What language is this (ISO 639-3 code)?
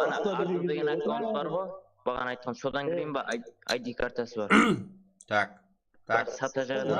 kaa